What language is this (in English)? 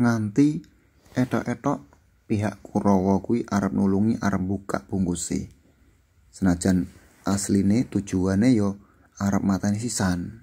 Javanese